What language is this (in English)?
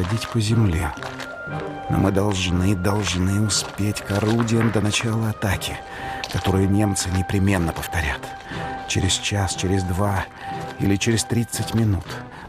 Russian